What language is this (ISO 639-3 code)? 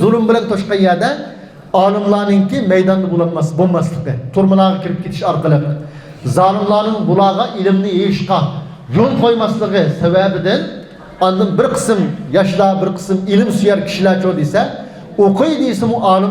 uig